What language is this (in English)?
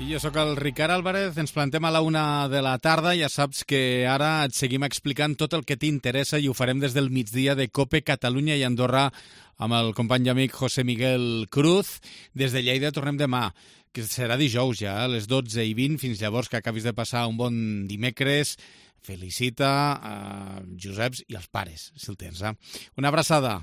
Catalan